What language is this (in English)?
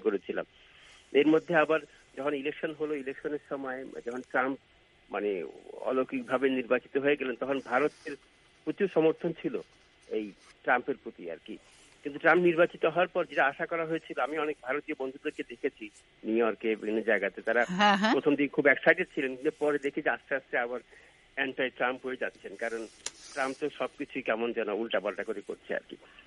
Bangla